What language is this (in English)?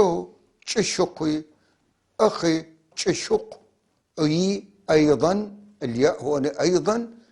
North Levantine Arabic